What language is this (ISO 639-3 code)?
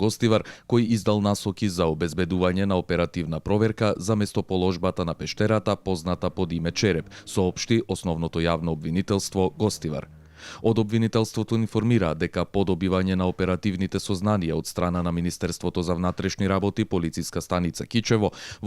mkd